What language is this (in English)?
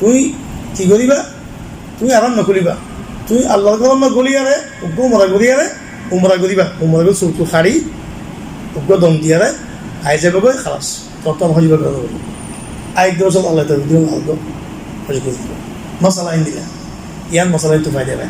Rohingya